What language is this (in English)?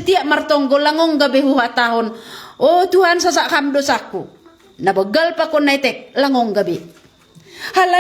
Batak Simalungun